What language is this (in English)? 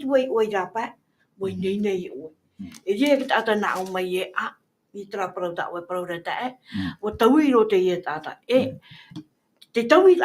Tahitian